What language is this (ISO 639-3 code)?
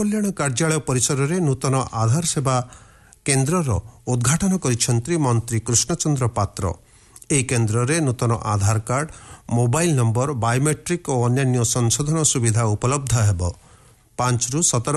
ori